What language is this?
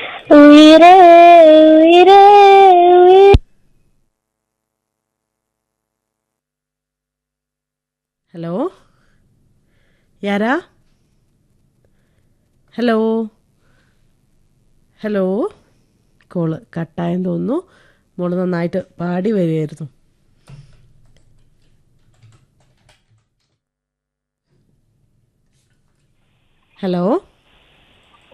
Malayalam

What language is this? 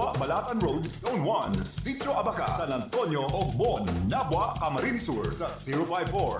Bikol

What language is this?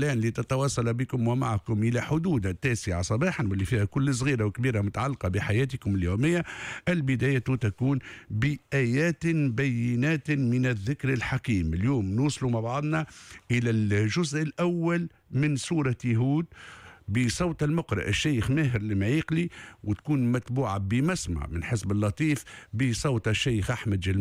Tunisian Arabic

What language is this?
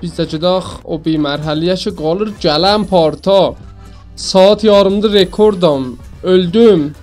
South Azerbaijani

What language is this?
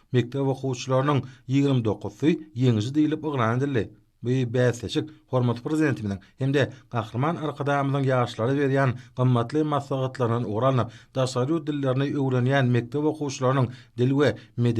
Turkmen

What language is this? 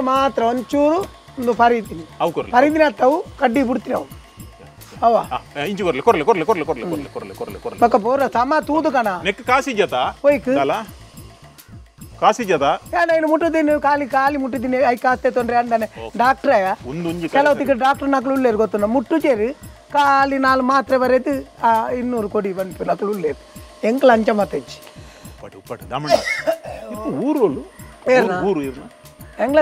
Tulu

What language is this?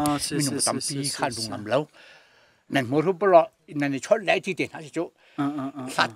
Hakha Chin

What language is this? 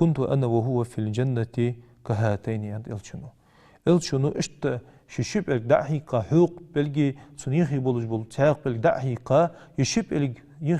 Ingush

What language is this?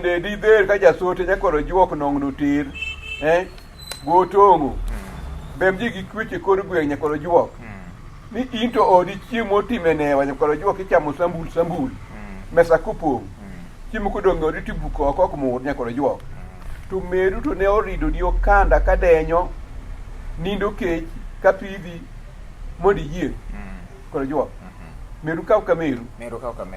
Luo (Kenya and Tanzania)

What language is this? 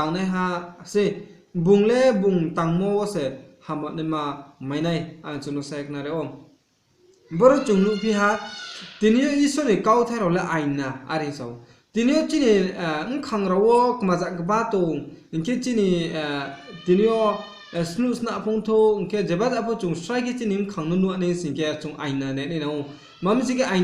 Riang (India)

